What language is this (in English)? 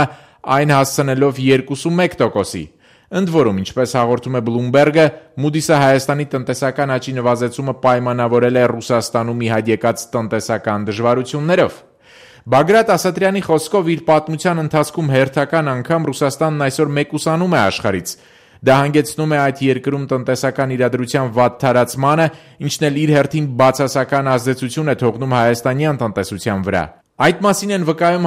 Armenian